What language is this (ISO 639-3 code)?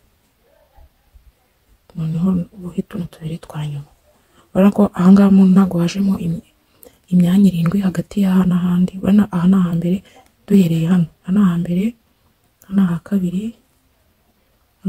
kin